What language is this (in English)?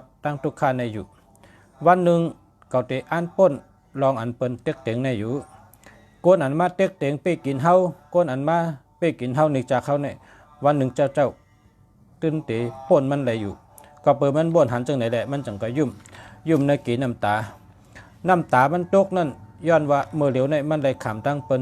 Shan